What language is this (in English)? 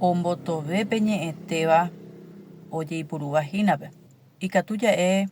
Guarani